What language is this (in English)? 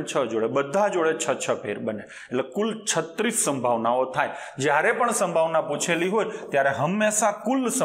Gujarati